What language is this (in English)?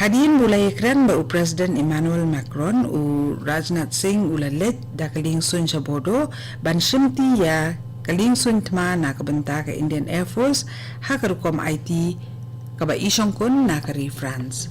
Khasi